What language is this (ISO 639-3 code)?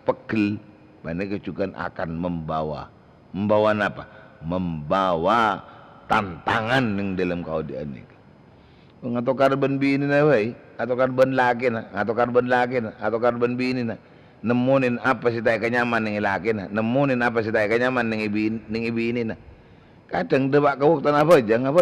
mad